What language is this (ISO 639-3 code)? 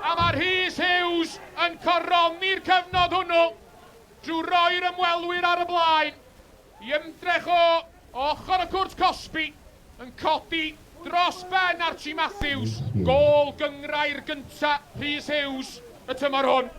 cym